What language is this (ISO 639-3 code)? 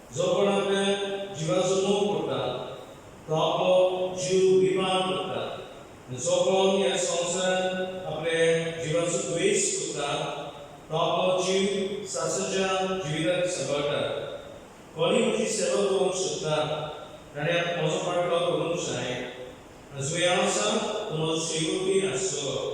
kok